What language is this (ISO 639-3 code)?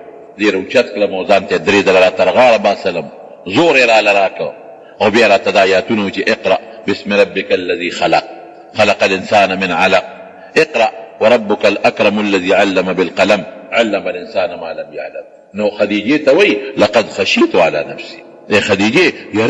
pus